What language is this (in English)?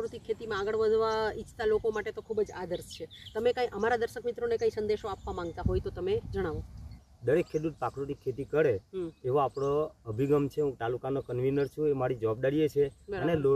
Gujarati